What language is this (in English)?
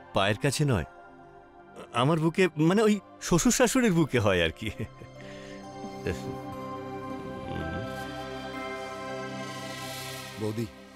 Bangla